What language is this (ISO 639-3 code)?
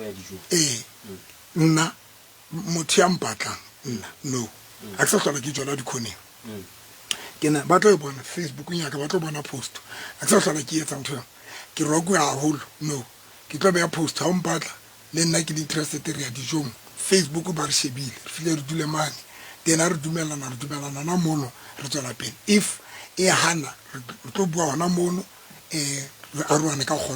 sot